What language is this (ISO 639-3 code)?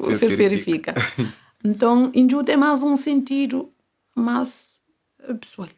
kea